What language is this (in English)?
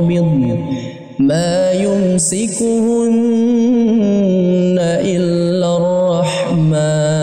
Arabic